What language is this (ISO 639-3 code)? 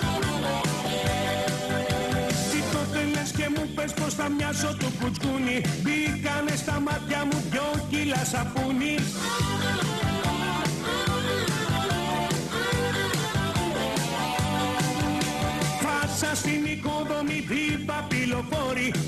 ell